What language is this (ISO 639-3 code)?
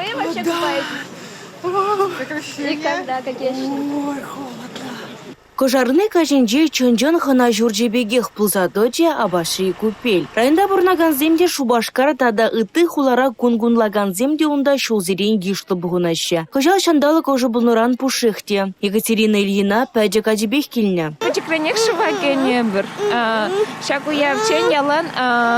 chv